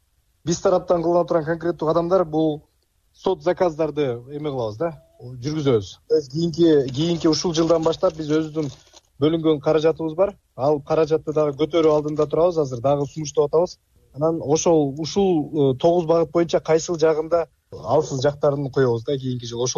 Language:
Kyrgyz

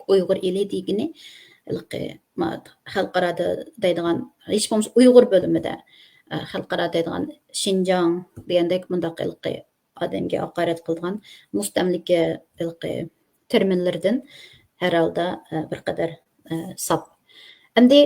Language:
Uyghur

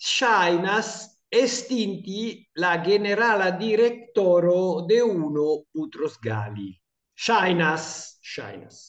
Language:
Esperanto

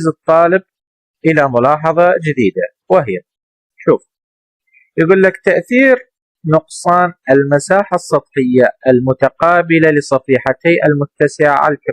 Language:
Mesopotamian Arabic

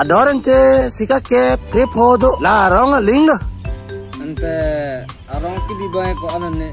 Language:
Karbi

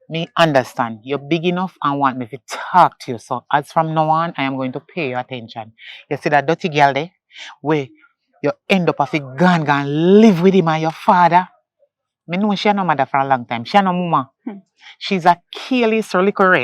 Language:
Jamaican Creole English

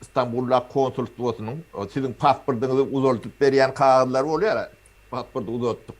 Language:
Turkmen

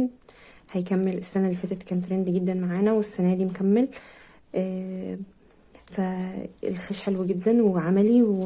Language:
Egyptian Arabic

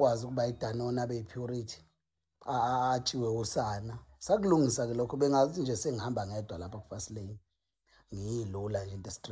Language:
Zulu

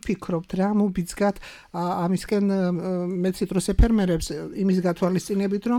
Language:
Georgian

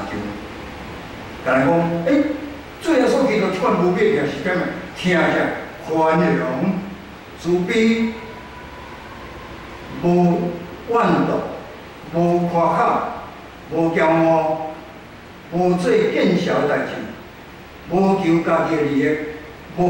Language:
Min Nan Chinese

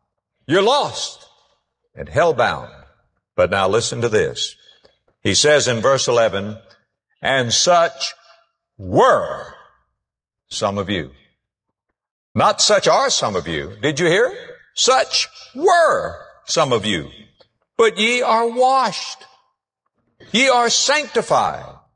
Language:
English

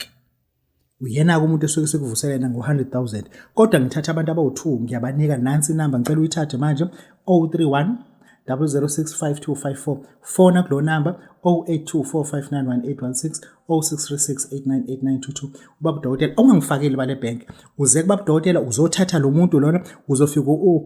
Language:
Zulu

